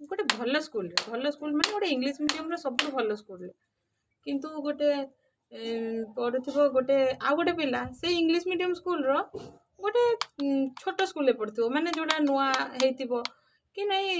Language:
Odia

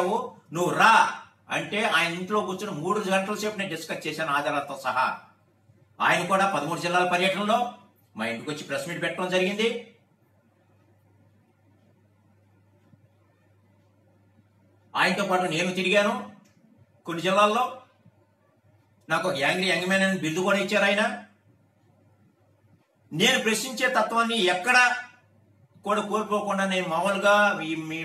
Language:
Telugu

